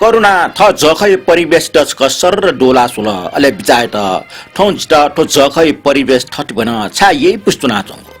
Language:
Newari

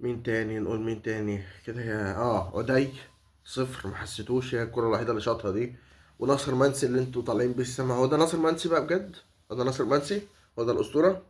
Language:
Egyptian Arabic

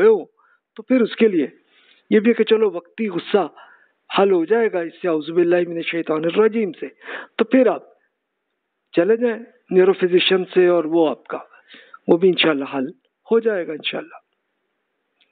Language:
Urdu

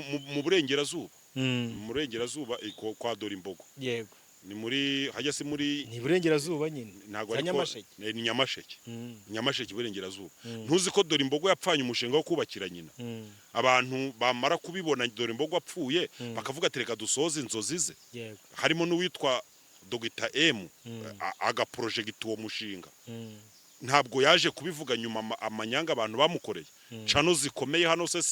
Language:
Kinyarwanda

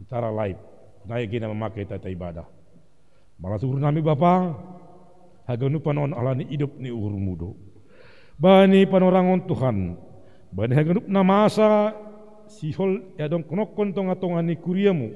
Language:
Batak Simalungun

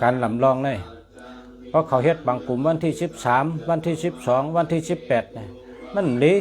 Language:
Shan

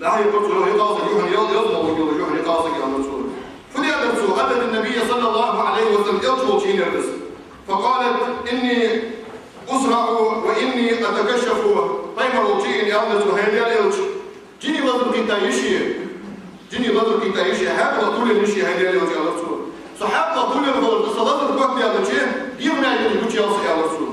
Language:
Ingush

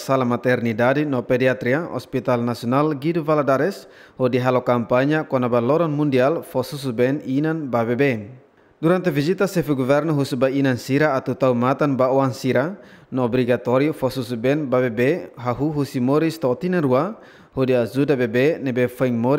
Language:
Tetum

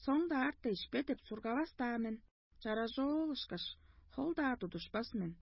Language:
Tuvinian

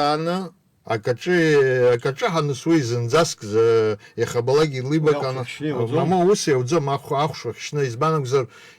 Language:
Abkhazian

